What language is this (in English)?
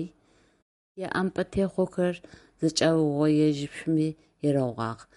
Adyghe